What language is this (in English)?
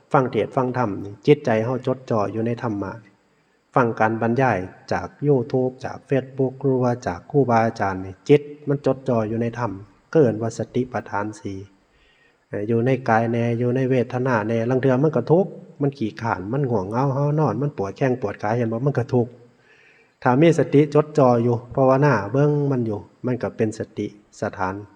Northeastern Thai